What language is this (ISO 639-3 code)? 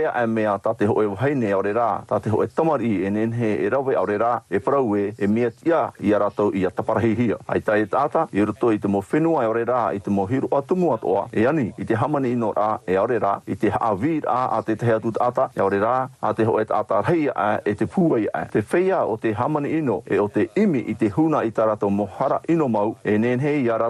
tah